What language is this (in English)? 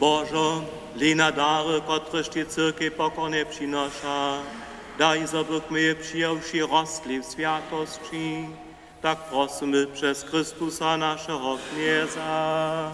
Upper Sorbian